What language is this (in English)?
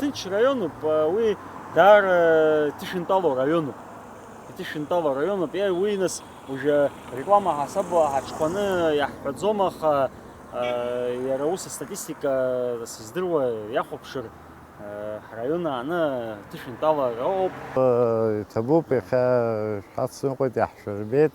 Abkhazian